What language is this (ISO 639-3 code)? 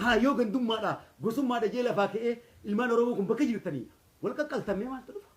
orm